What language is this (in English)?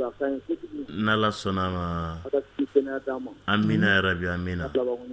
Dyula